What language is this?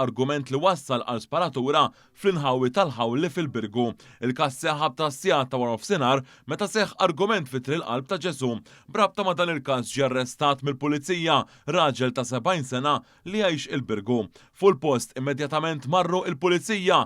Maltese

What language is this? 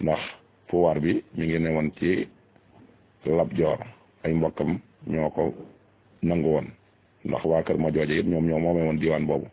Wolof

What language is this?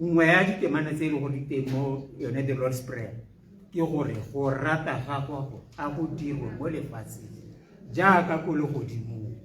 Tswana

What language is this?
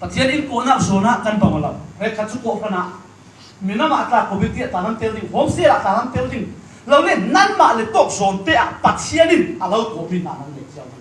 Falam Chin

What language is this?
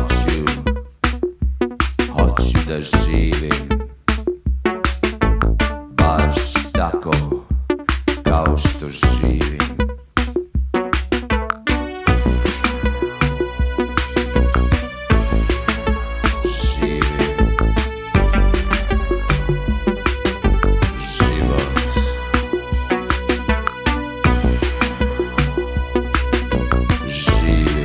Serbian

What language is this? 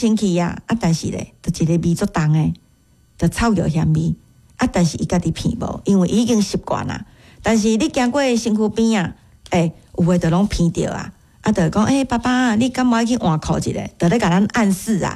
Min Nan Chinese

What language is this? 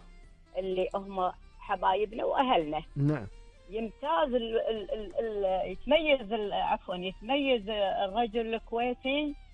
Gulf Arabic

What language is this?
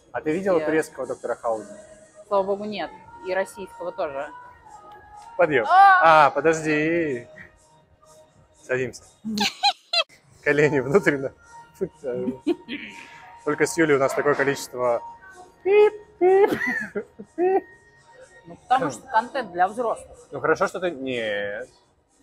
Russian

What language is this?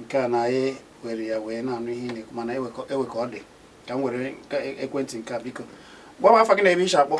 Igbo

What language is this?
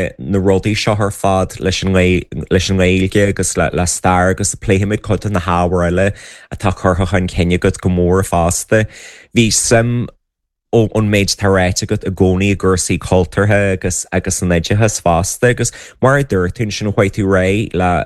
Irish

